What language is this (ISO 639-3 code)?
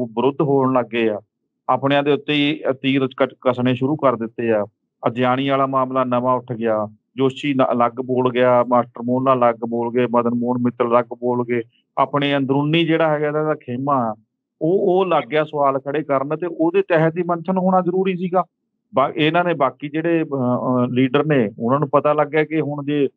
pan